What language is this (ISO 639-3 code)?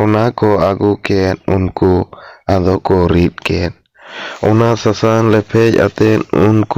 sat